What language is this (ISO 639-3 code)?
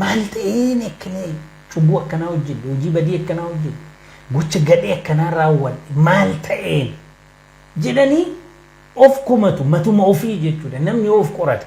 orm